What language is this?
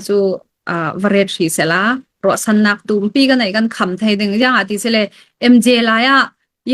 Falam Chin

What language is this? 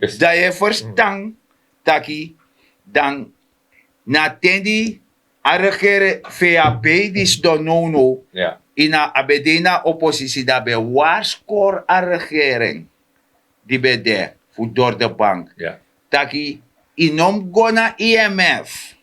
Sranan Tongo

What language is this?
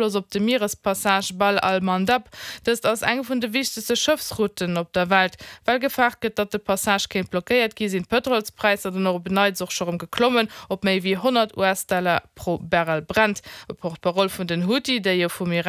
Luxembourgish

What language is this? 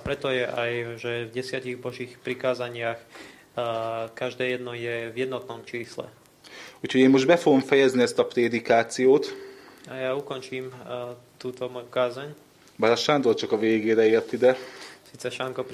Slovak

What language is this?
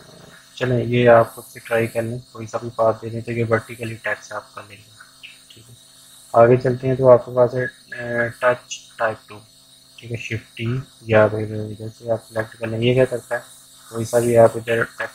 Hindi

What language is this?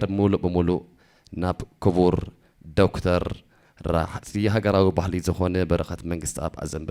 Tigrinya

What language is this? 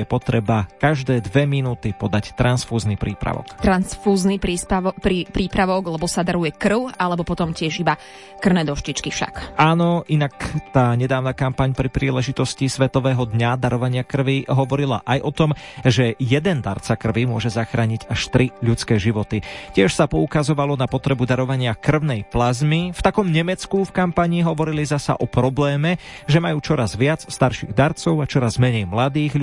Slovak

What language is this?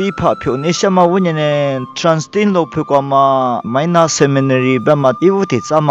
Lisu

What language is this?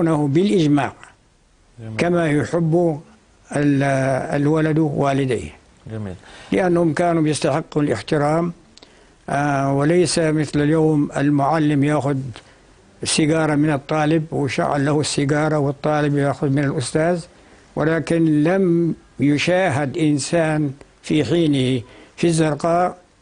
North Levantine Arabic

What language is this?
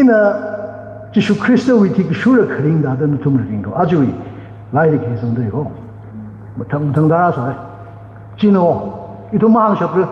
Tangkhul Naga (India)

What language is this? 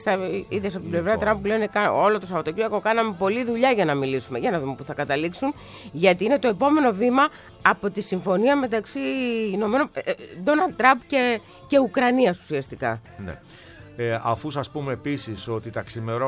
Greek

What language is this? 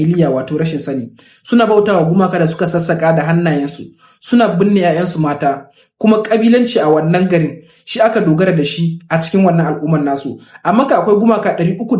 Hausa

